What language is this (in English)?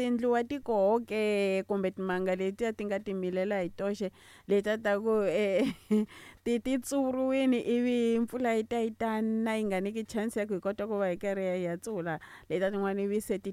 Tsonga